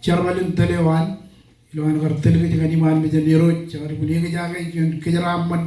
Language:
Marshallese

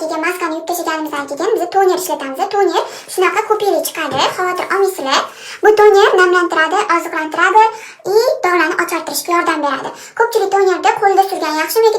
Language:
Uzbek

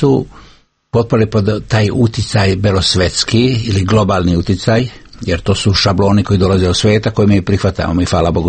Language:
Serbian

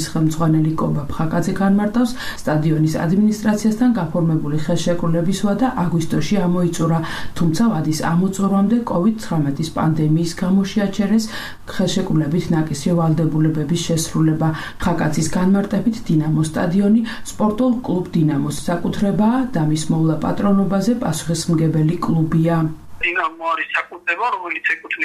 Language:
Georgian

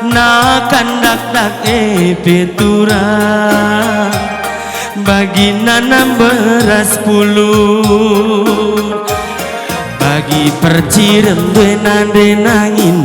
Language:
Batak Karo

